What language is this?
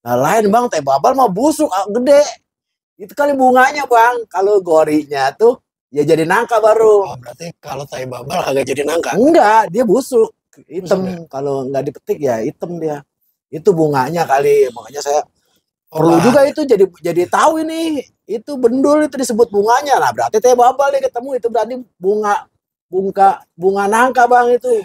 Betawi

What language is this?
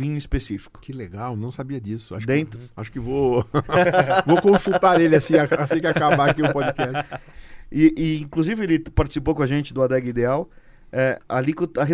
Portuguese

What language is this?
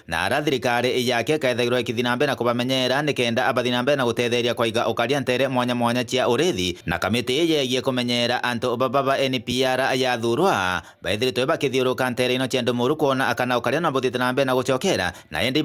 Meru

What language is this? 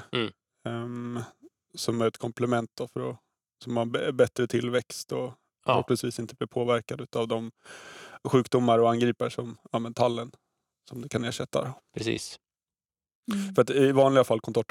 Swedish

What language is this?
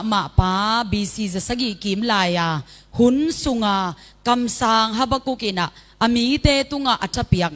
Tedim Chin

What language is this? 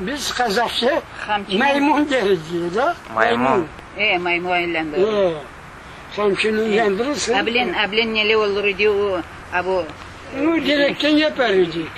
Crimean Tatar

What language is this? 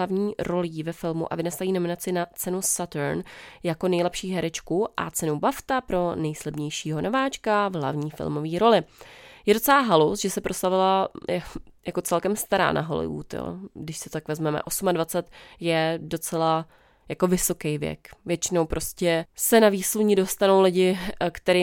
Czech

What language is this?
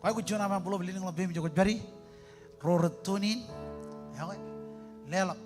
Marshallese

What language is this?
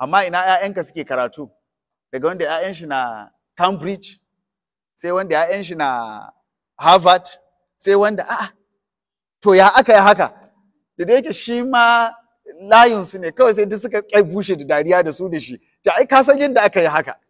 Hausa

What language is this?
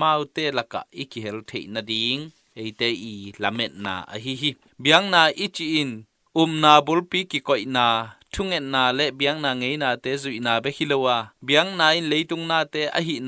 Tedim Chin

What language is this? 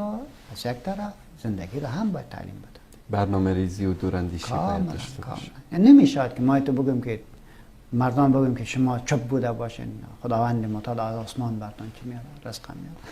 Persian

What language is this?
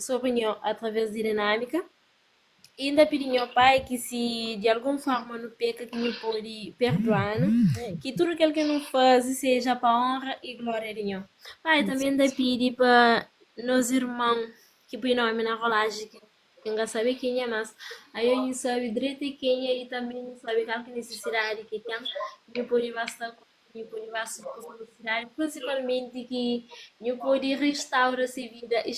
Kabuverdianu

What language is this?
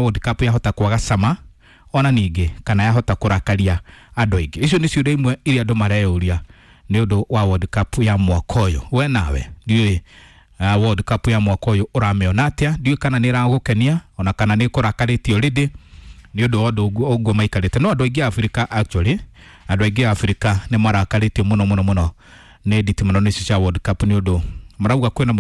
Kikuyu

